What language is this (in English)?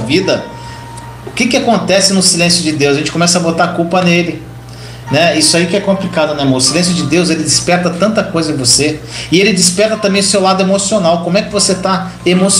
Portuguese